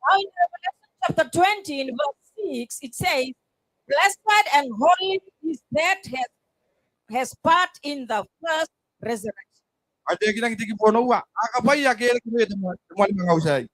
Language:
Gilbertese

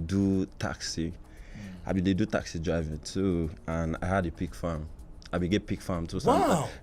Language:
Nigerian Pidgin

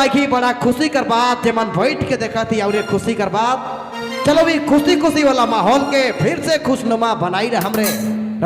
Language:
Sadri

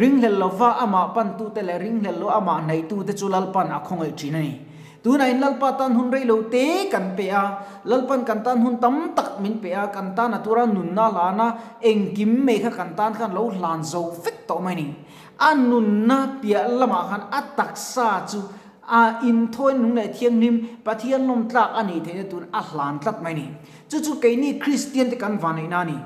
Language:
Mizo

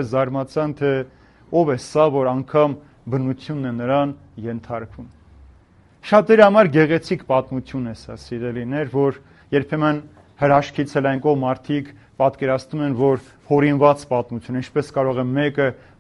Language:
Armenian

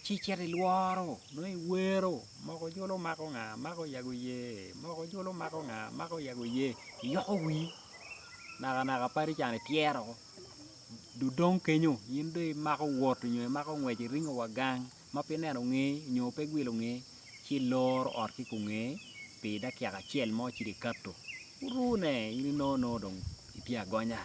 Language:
Acoli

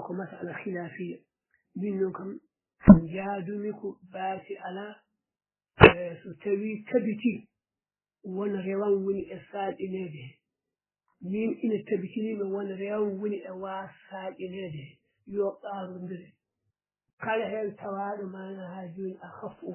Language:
Fula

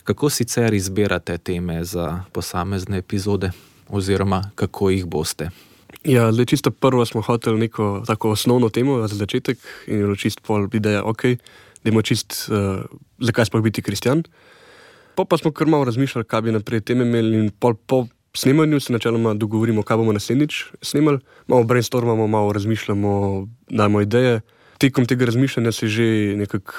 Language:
Slovenian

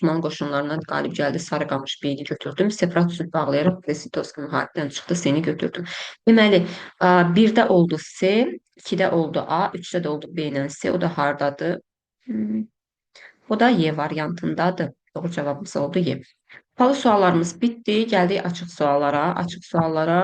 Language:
Azerbaijani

